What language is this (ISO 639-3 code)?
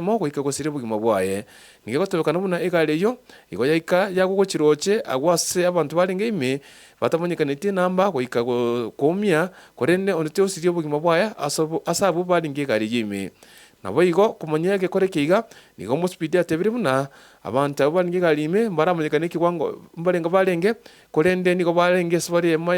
guz